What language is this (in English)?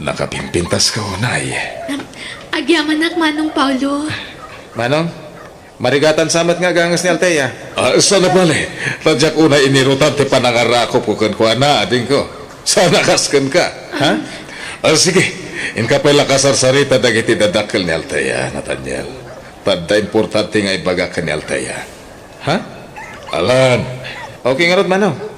Iloko